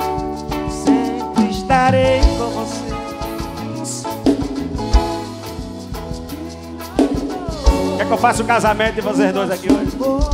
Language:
Portuguese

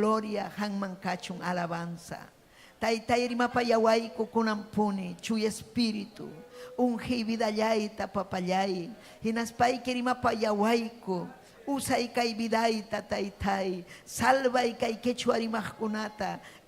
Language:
Ayacucho Quechua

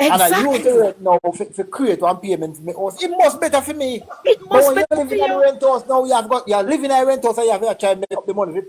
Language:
Jamaican Creole English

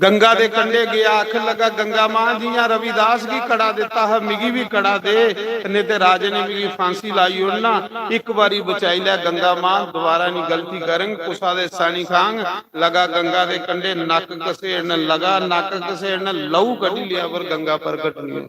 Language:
Dogri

